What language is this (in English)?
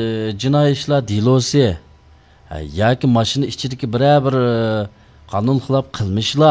Uyghur